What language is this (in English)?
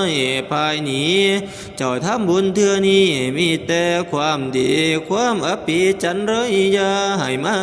Northeastern Thai